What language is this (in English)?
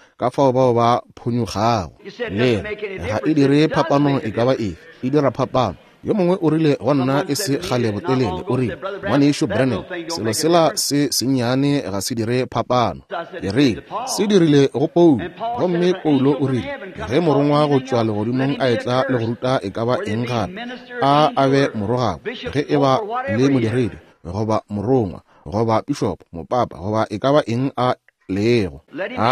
Northern Sotho